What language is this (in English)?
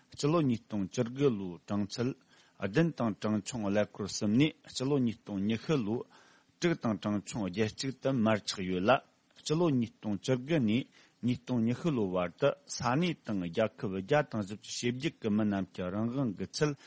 Tibetan